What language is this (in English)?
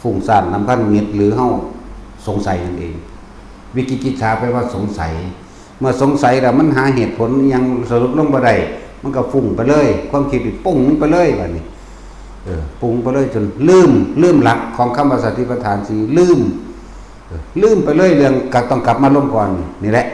Northeastern Thai